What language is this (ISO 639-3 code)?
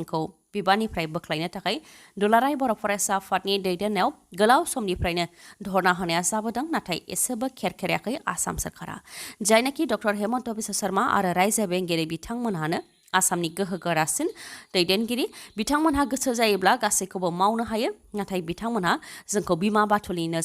brx